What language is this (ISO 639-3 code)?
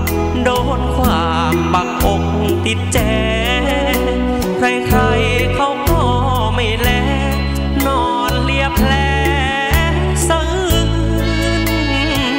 tha